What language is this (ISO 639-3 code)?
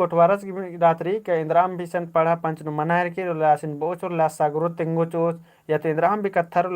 kru